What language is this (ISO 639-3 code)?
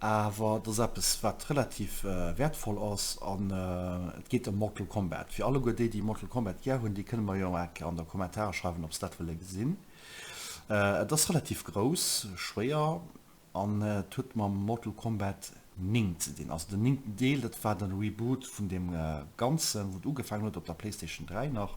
ltz